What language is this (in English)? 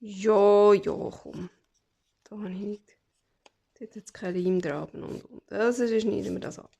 Swiss German